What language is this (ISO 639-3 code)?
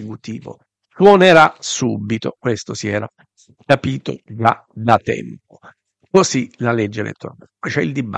ita